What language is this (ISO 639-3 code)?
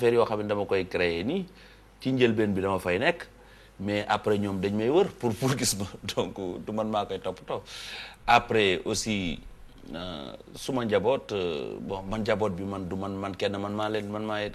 wol